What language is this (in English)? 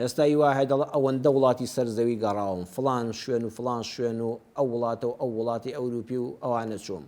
Central Kurdish